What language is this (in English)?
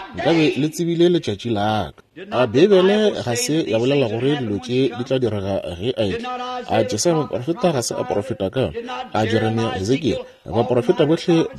Northern Sotho